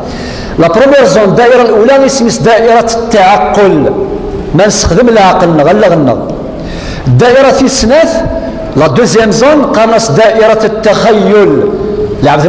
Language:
Kabyle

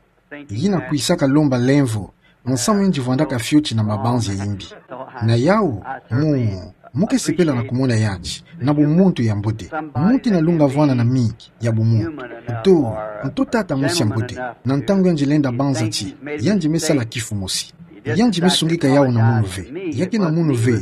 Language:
Kituba (Democratic Republic of Congo)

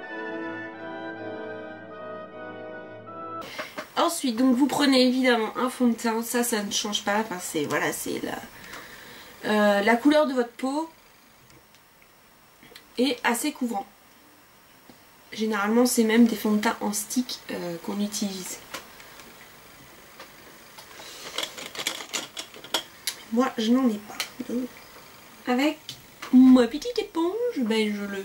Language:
French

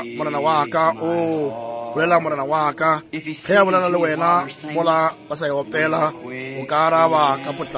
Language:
Northern Sotho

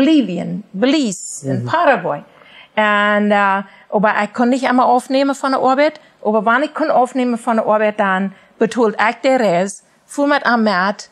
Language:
Plautdietsch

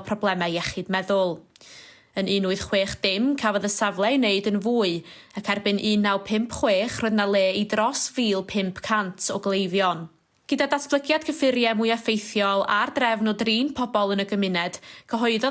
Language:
Welsh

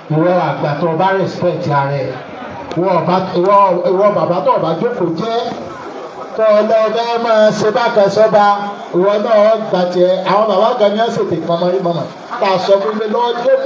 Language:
Yoruba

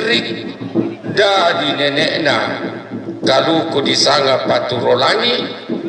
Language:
Toraja-Sa'dan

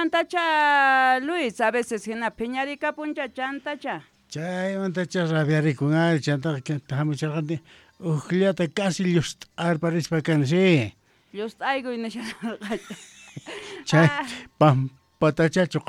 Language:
South Bolivian Quechua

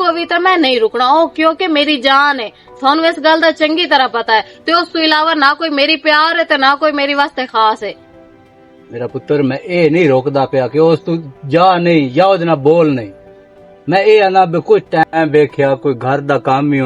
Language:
Western Panjabi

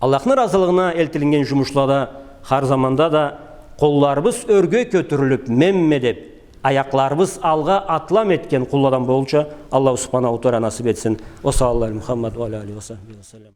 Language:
Karachay-Balkar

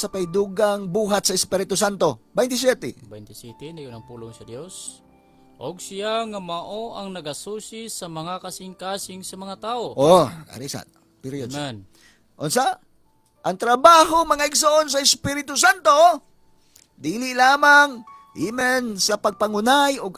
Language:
Cebuano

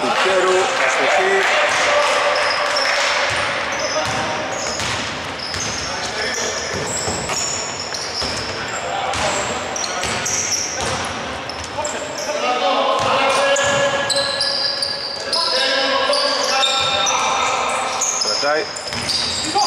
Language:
Greek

